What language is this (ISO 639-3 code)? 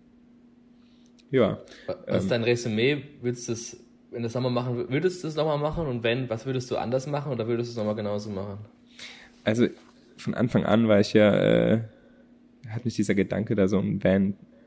deu